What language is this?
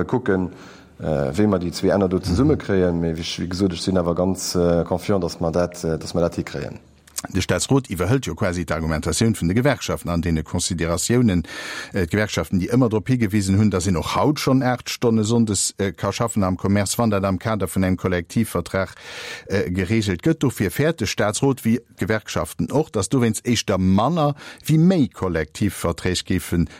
Luxembourgish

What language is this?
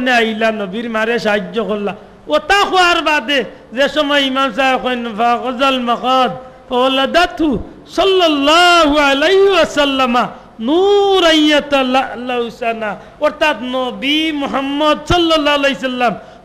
Sylheti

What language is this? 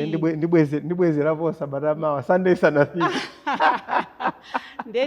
Nyanja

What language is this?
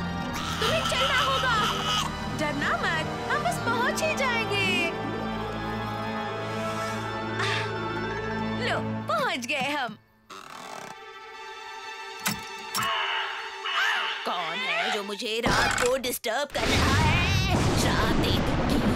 Hindi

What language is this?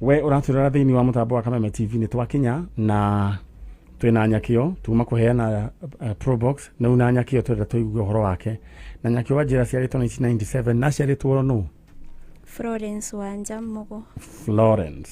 Kikuyu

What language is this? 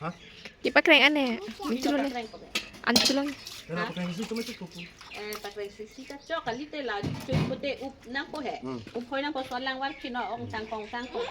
Karbi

